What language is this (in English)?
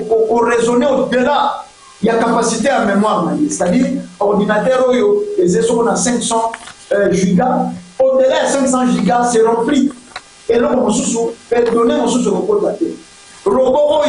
Lingala